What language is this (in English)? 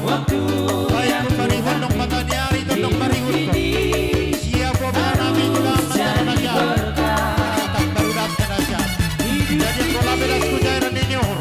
Batak Simalungun